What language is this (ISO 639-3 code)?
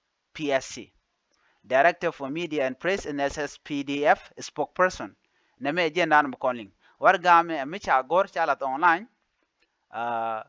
nus